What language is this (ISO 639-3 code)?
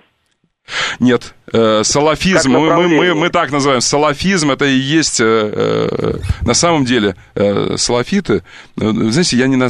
rus